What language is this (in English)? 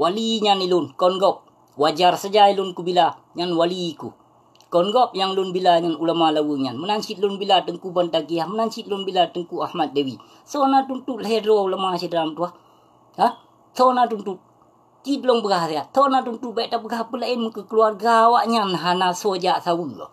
Achinese